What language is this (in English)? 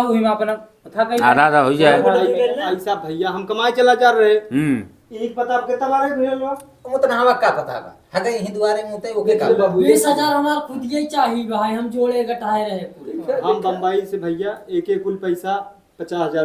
Awadhi